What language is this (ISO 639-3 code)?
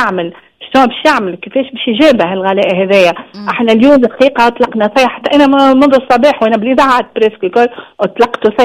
aeb